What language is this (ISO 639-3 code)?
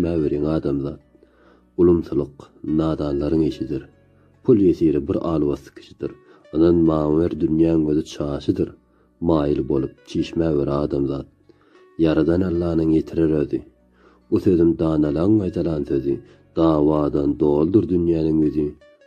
tuk